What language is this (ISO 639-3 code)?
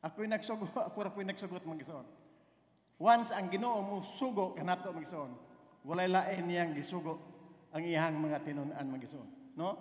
ceb